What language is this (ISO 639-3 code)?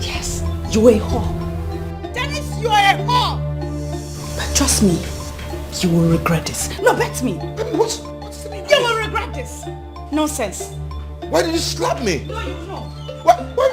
pcm